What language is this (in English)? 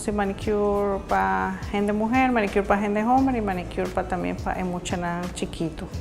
Papiamento